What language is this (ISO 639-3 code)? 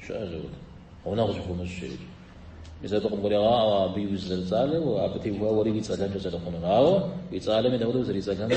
kbd